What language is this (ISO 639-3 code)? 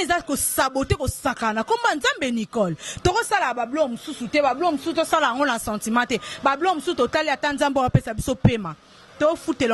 lin